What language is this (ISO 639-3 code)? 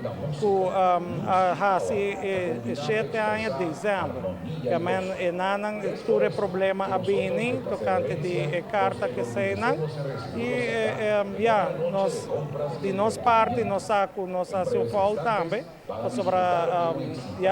pap